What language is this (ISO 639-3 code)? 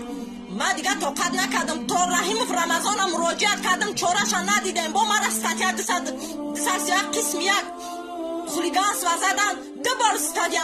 tgk